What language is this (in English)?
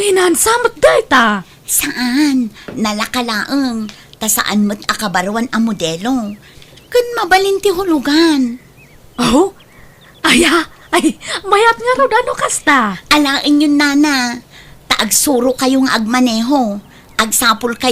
Iloko